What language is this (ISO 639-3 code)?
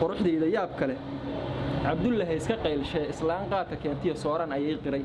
som